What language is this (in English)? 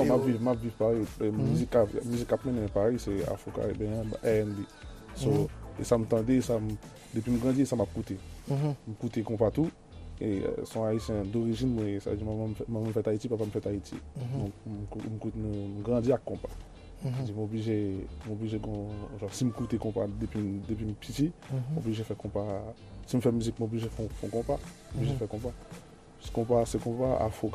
Haitian Creole